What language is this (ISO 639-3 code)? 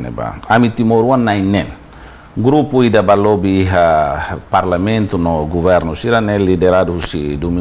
tet